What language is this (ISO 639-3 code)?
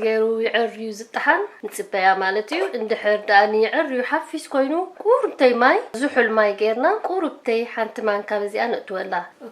tir